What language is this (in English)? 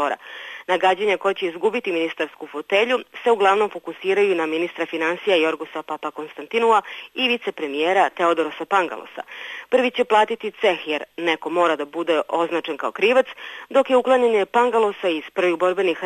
Serbian